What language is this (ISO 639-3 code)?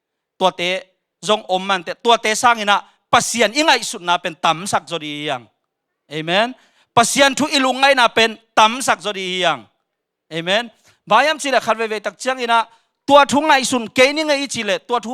ctd